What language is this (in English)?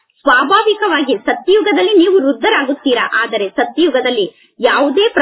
Kannada